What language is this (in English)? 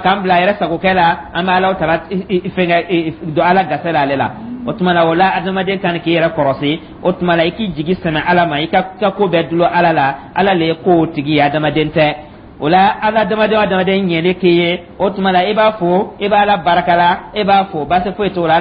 Dyula